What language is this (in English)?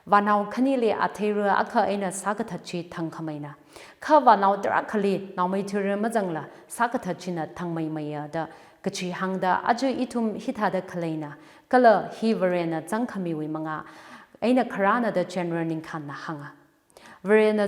Tangkhul Naga (India)